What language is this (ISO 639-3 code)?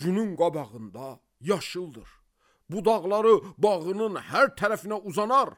aze